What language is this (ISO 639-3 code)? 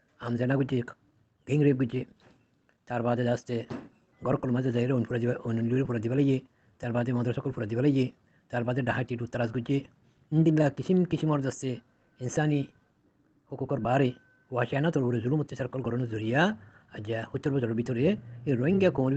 rhg